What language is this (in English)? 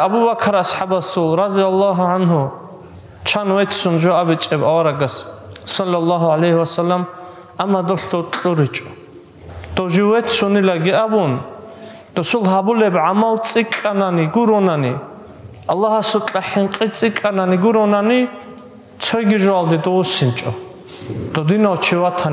Avaric